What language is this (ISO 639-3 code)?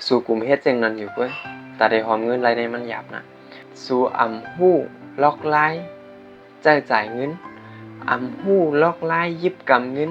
shn